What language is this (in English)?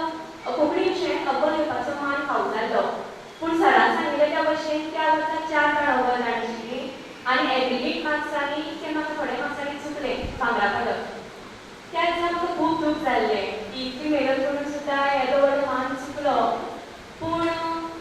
Konkani